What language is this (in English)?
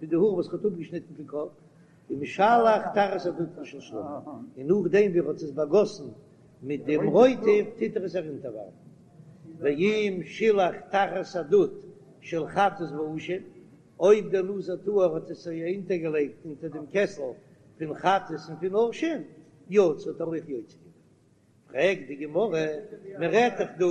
Yiddish